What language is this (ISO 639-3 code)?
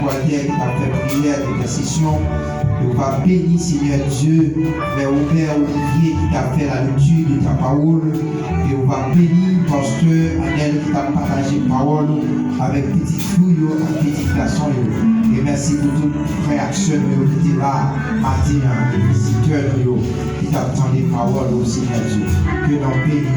hat